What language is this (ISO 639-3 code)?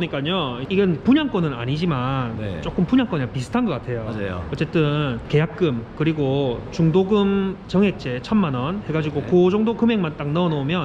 kor